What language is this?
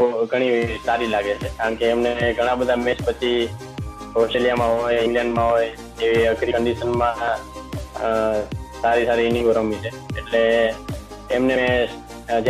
Gujarati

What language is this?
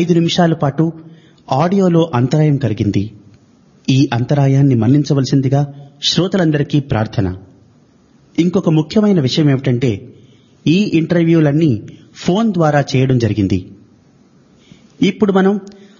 Telugu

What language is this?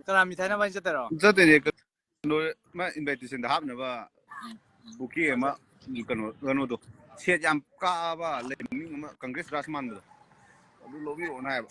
Manipuri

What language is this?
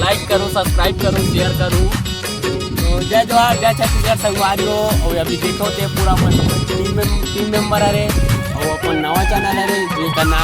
Chhattisgarhi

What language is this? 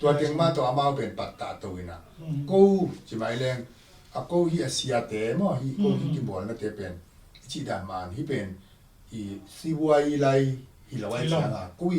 Tedim Chin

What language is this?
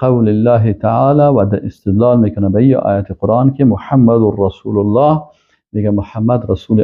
Persian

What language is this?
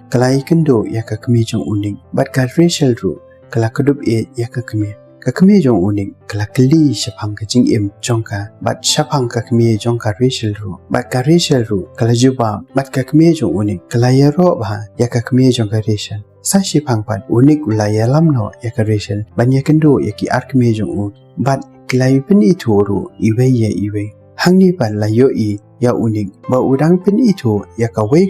Khasi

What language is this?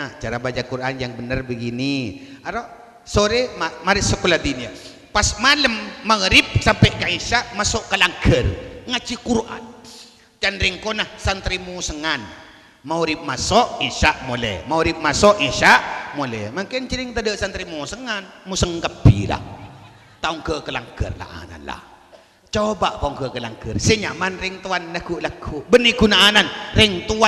Madurese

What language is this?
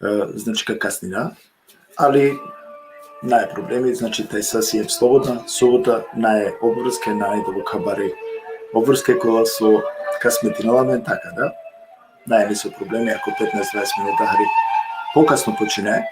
Balkan Romani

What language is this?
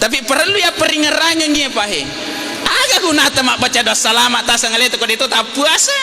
Buginese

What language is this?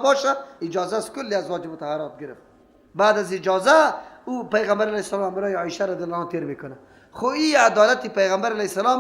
Persian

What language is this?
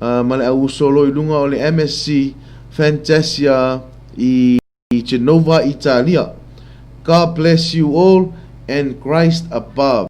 Samoan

